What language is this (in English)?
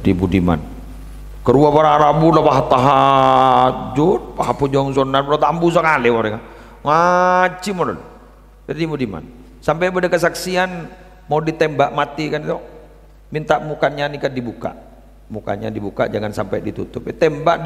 Madurese